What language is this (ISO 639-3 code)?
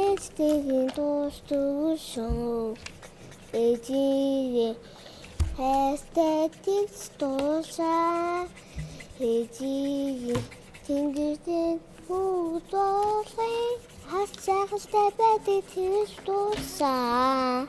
mon